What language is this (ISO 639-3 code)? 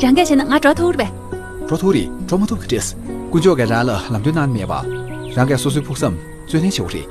bod